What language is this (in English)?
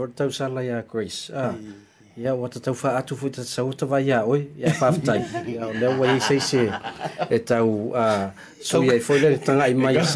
Samoan